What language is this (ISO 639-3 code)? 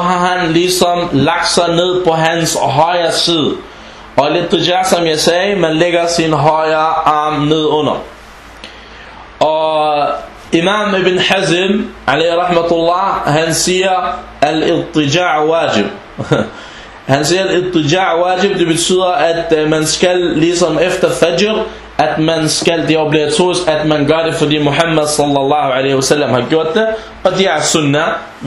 dan